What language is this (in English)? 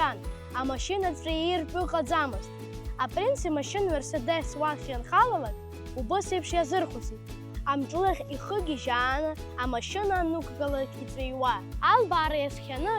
Abkhazian